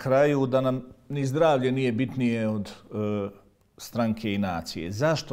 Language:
Bosnian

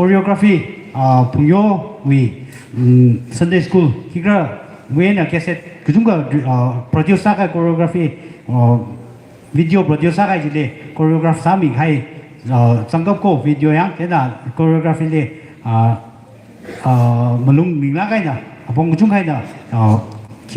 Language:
Tangkhul Naga (India)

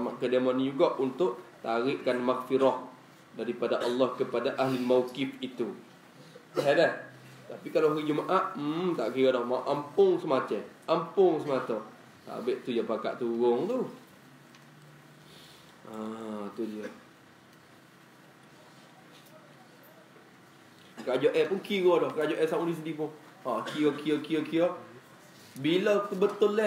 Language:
Malay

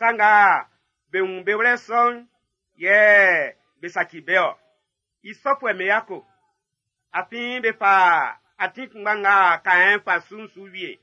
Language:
Baoulé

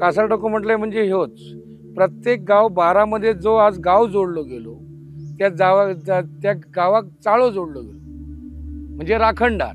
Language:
Konkani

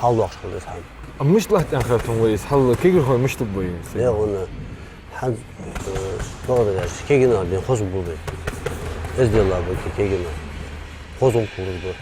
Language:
Ingush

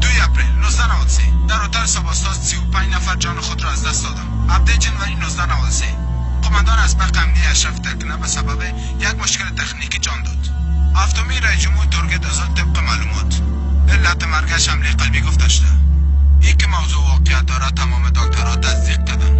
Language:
Persian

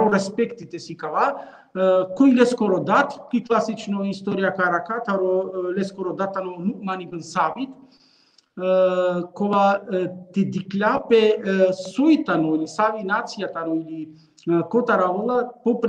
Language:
Balkan Romani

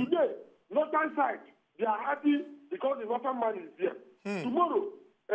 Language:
Nigerian Pidgin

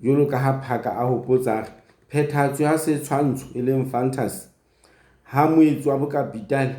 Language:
Southern Sotho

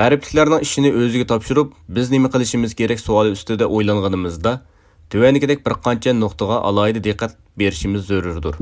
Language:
Uyghur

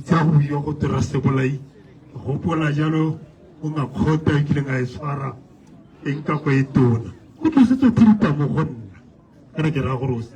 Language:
Tswana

